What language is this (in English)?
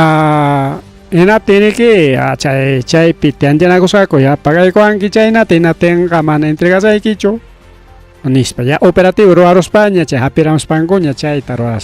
Ayacucho Quechua